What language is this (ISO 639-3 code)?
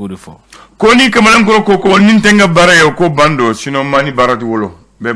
bam